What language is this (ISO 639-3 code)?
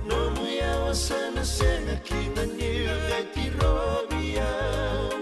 fij